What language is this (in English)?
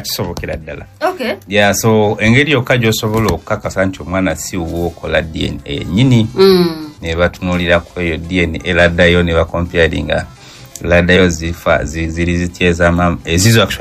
Ganda